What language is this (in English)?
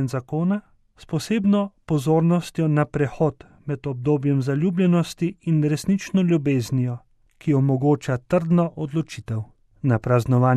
Slovenian